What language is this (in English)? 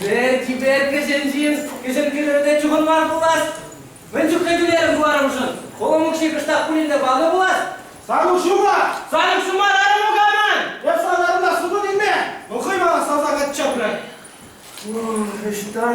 Chuvash